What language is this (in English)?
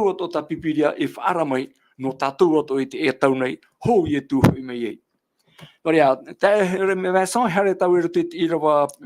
Tahitian